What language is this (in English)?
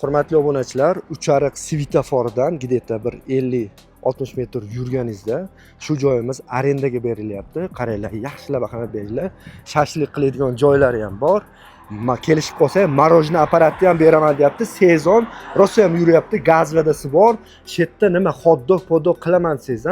Uzbek